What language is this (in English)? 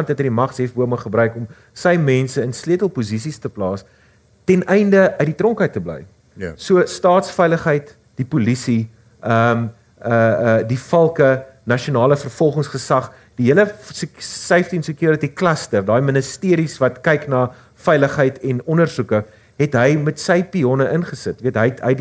Afrikaans